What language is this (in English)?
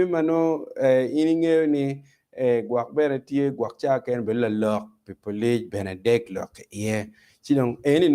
Acoli